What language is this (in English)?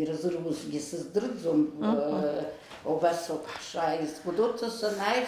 Abkhazian